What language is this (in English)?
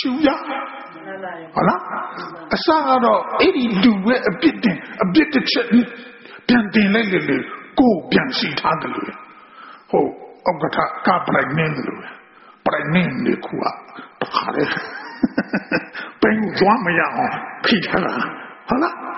Burmese